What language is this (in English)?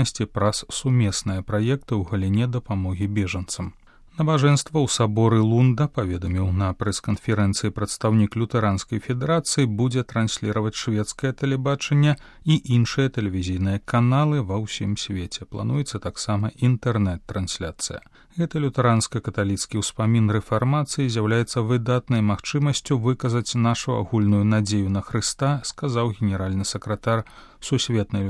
Belarusian